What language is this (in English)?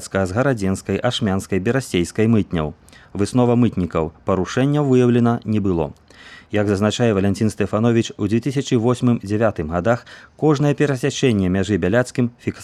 Belarusian